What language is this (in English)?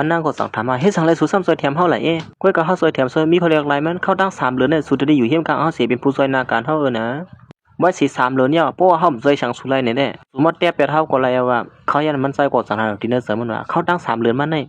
Shan